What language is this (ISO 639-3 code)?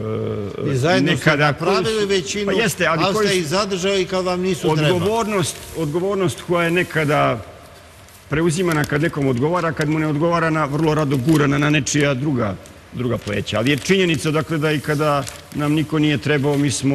srp